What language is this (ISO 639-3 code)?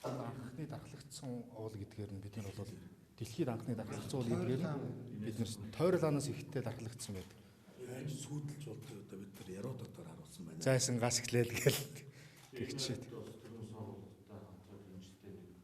mon